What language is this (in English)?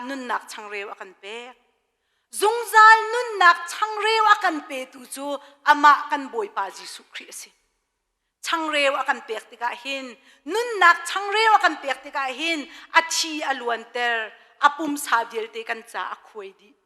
Hakha Chin